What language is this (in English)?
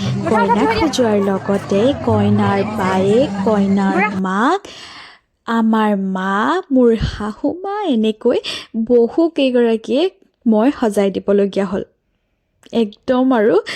Assamese